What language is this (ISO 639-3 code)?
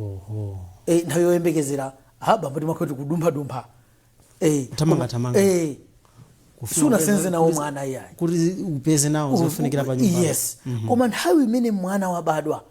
nya